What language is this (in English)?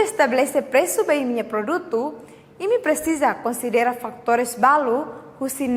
Tetum